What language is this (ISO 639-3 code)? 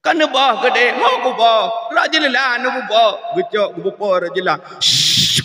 ace